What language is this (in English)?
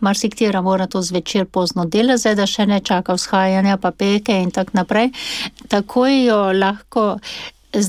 Slovenian